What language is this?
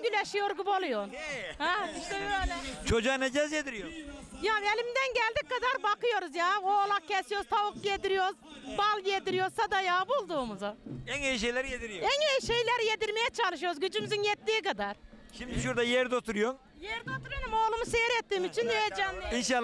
Turkish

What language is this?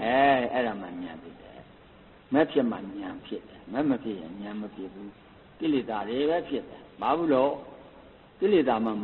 Burmese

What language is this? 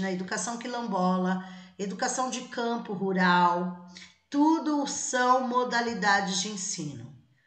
Portuguese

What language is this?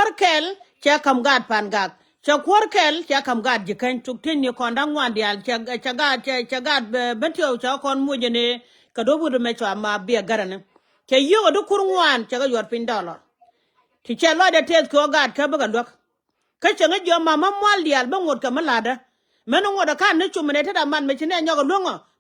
Nuer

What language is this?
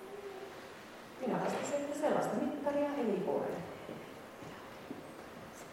Finnish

